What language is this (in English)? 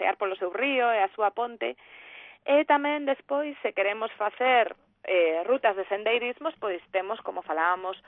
Galician